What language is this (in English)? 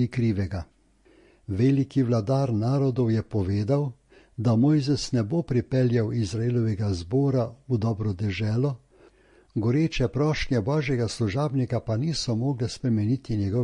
Slovenian